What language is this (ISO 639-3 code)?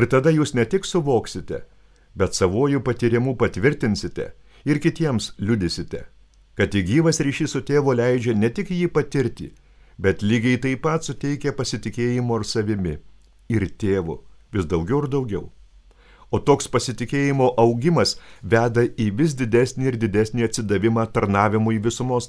lit